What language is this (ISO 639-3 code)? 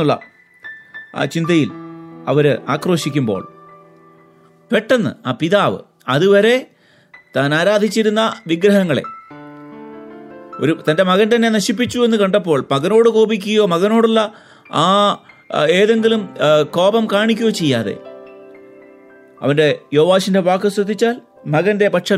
mal